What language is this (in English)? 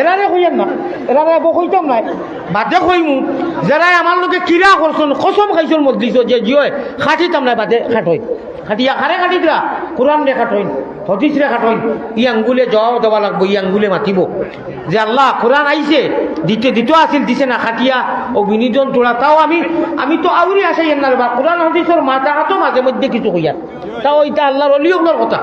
Sylheti